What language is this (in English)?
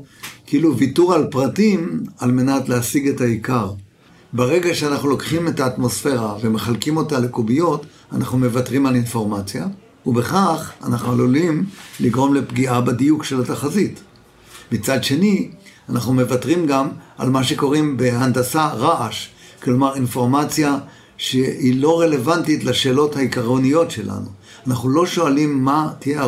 Hebrew